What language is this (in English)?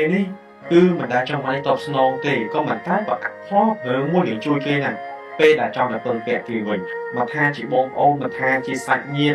Khmer